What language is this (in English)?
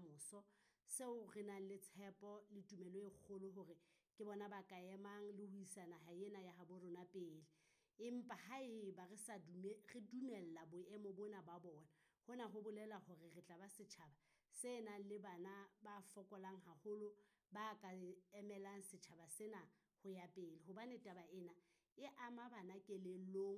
Southern Sotho